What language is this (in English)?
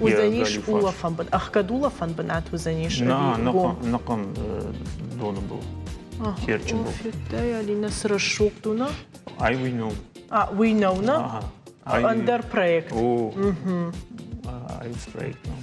Ossetic